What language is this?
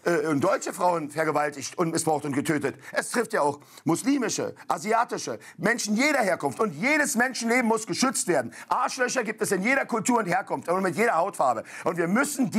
German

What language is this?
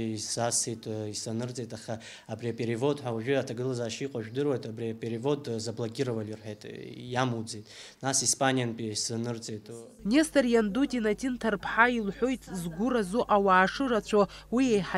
Abkhazian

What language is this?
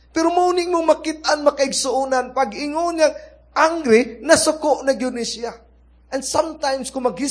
Cebuano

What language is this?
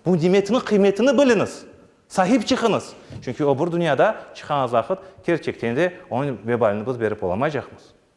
Crimean Tatar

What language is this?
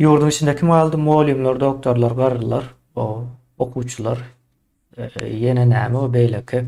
Turkmen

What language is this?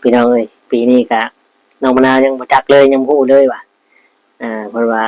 Northeastern Thai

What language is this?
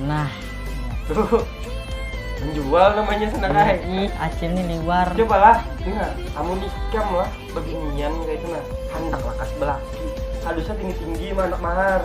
Banjar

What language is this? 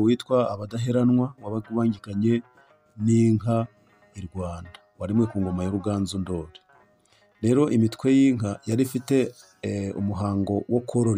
Kinyarwanda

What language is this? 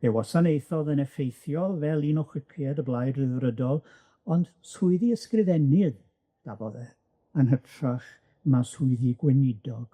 Welsh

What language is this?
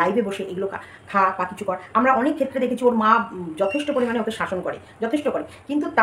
Bangla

